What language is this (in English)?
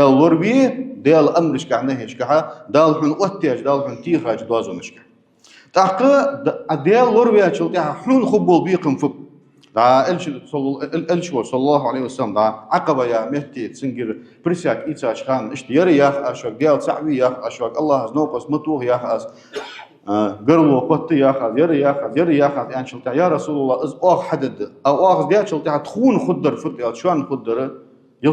Ingush